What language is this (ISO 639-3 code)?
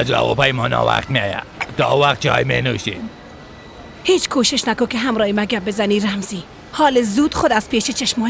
fas